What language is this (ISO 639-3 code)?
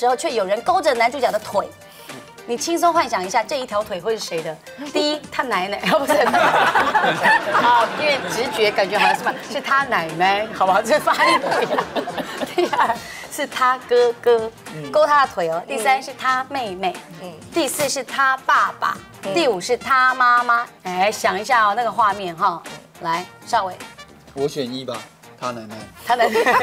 zho